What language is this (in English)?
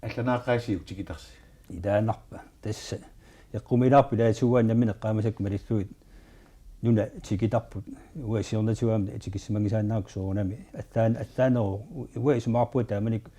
Kalaallisut